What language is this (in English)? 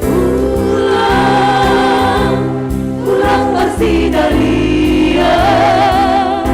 Batak Simalungun